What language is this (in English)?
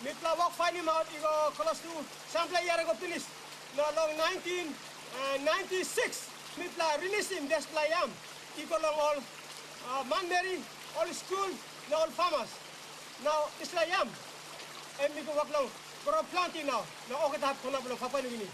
Tok Pisin